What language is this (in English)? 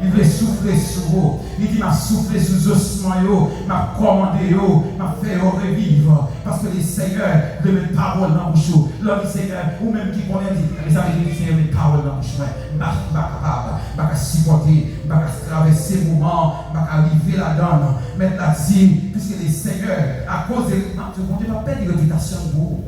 Haitian Creole